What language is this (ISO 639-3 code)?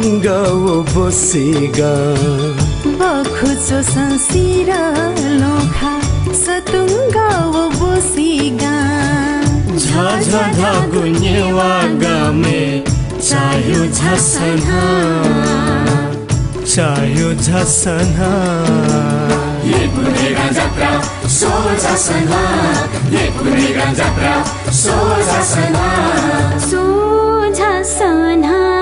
new